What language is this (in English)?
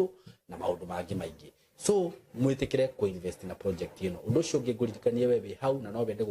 Kikuyu